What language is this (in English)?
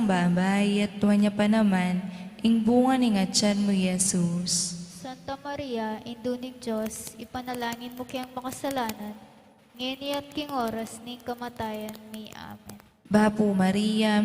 Pampanga